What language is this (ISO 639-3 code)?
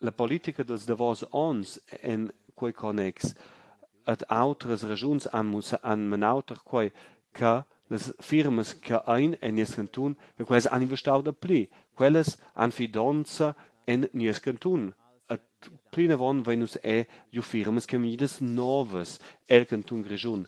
roh